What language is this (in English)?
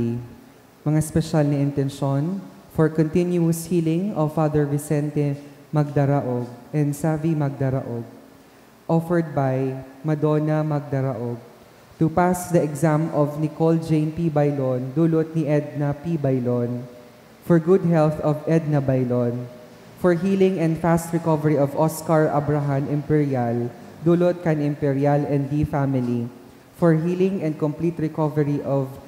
Bikol